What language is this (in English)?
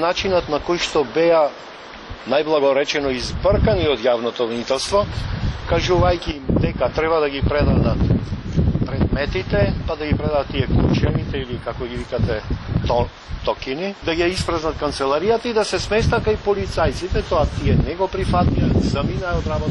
Macedonian